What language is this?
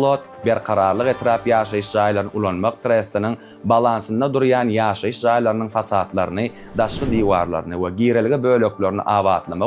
Turkmen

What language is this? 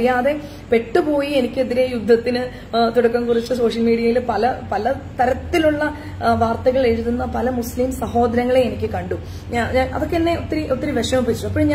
Malayalam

